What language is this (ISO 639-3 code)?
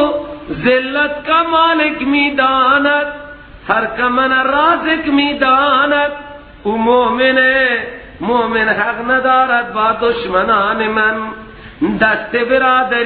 fas